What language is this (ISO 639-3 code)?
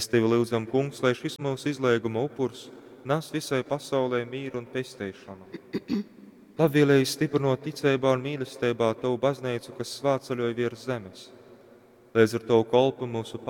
ltg